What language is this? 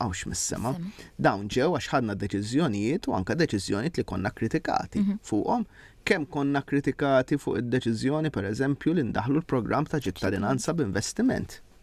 Maltese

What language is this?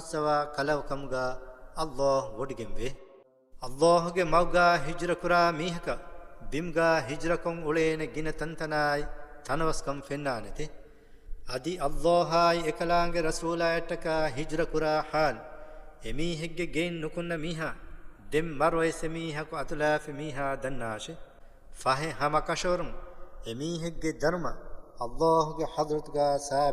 Divehi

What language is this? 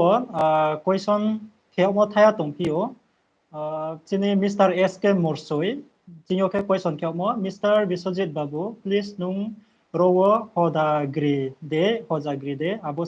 Riang (India)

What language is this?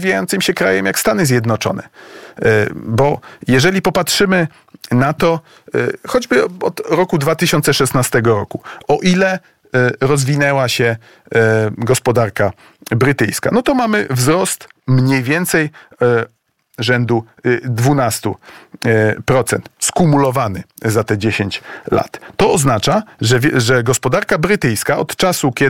Polish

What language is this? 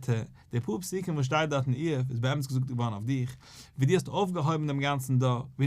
Yiddish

